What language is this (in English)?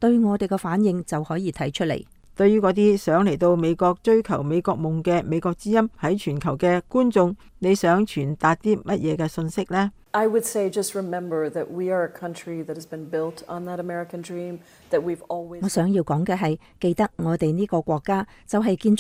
Cantonese